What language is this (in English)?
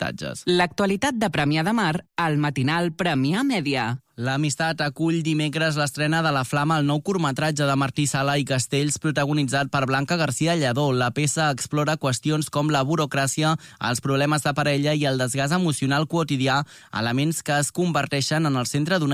Catalan